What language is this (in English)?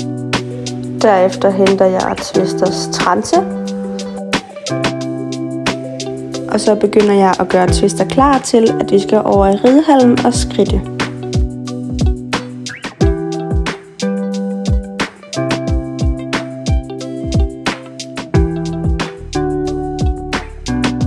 Danish